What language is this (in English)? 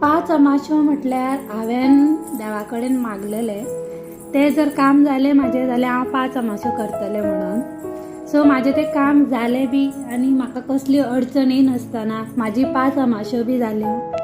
Konkani